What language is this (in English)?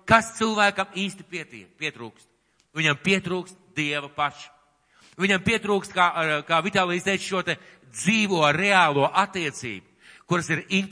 Latvian